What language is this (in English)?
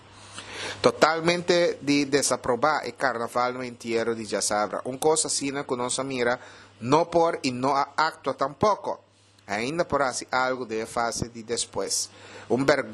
Papiamento